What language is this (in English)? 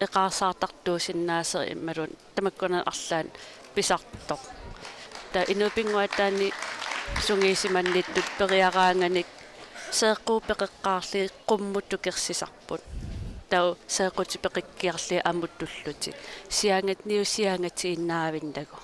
Kalaallisut